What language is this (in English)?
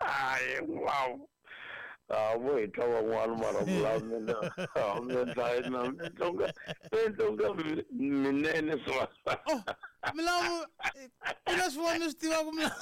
Tsonga